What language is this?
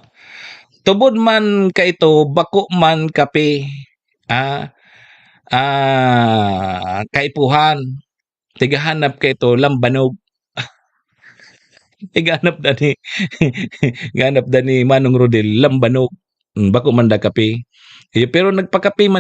Bikol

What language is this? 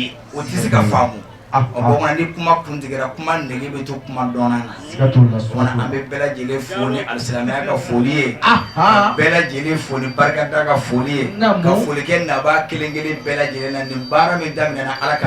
Bambara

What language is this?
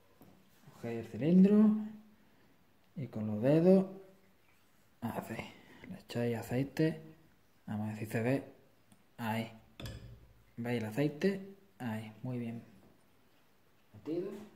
Spanish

